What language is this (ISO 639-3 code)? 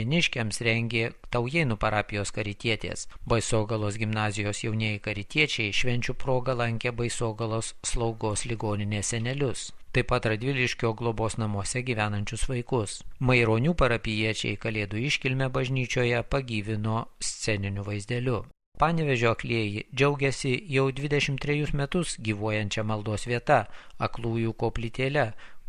lit